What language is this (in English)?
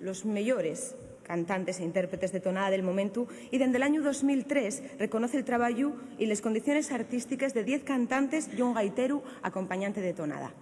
Asturian